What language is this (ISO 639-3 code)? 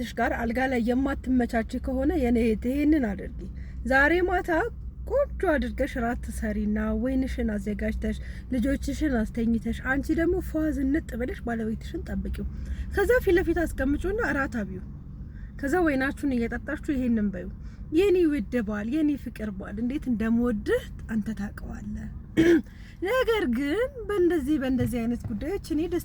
amh